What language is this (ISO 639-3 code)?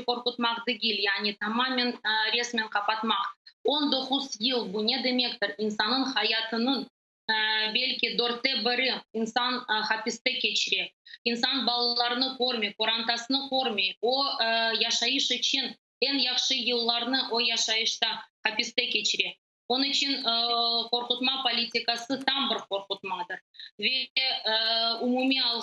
crh